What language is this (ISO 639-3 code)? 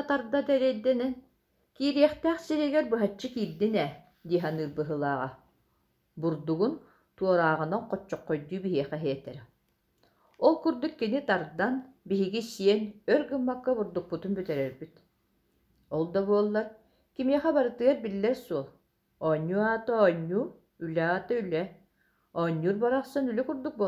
sah